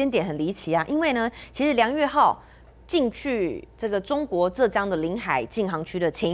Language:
Chinese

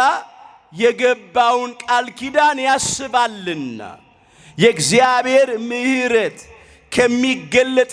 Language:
Amharic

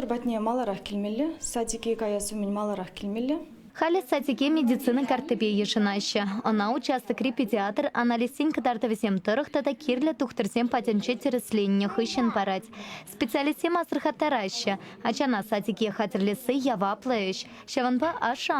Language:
Chuvash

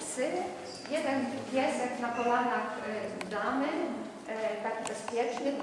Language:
Polish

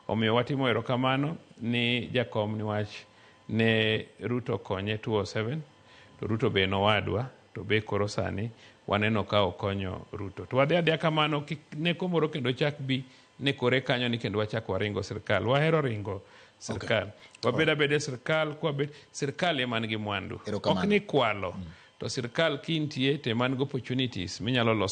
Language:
Luo (Kenya and Tanzania)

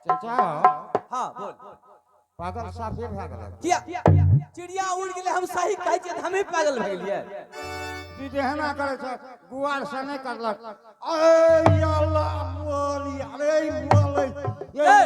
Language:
Angika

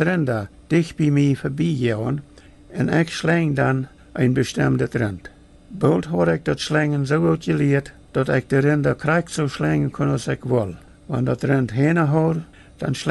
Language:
Plautdietsch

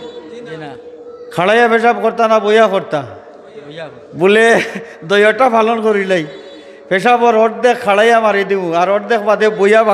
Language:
Sylheti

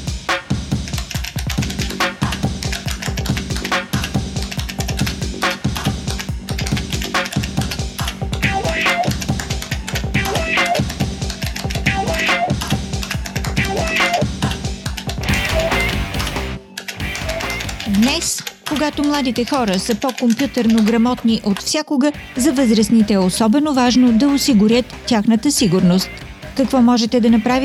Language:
Bulgarian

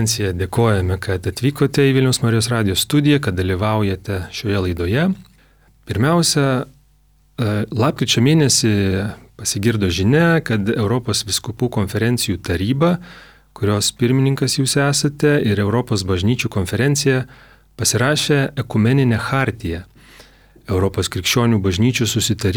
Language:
Lithuanian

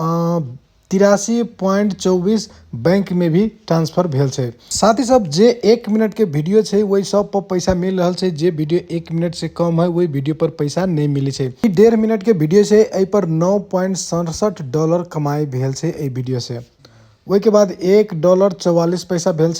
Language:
Maithili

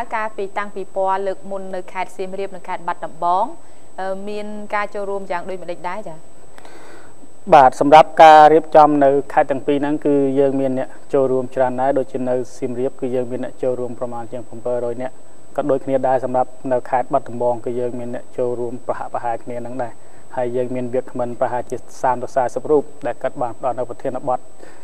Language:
Khmer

